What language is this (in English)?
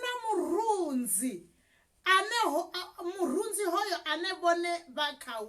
Venda